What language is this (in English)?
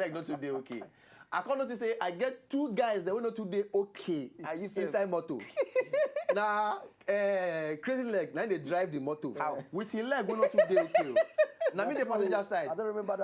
Nigerian Pidgin